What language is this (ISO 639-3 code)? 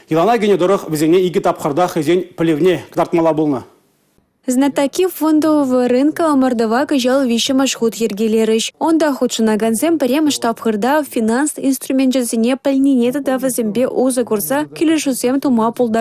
chv